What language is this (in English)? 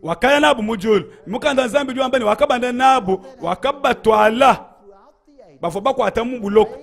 Luba-Lulua